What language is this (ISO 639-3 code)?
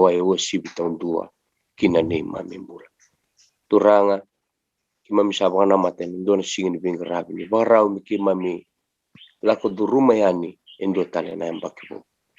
fij